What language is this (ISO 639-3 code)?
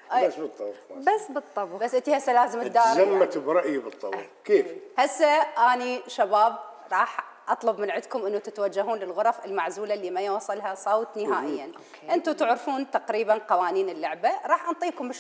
acm